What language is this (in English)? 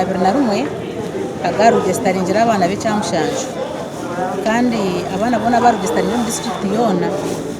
Nyankole